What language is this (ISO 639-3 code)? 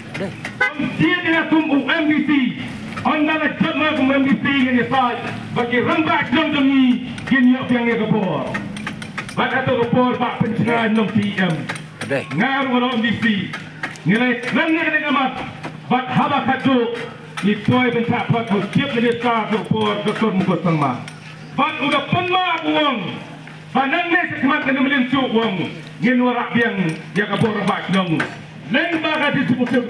kha